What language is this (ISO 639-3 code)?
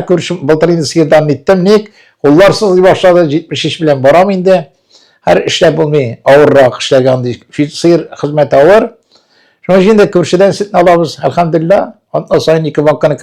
tat